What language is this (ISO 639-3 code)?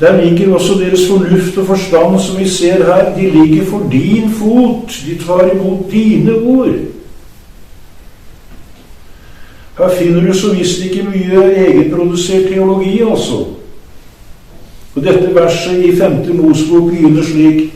nor